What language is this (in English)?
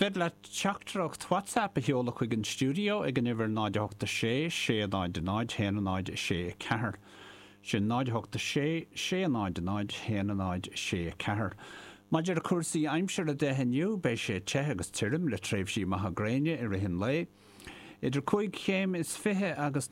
Irish